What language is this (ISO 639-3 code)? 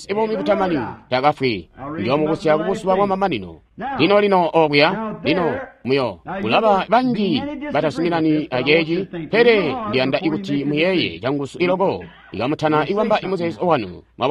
toi